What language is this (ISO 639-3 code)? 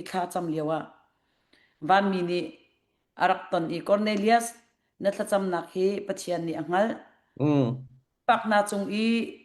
cnh